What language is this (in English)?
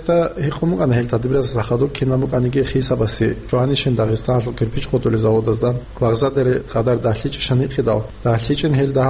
Avaric